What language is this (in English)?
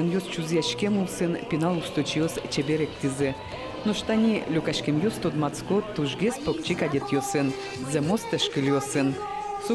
Udmurt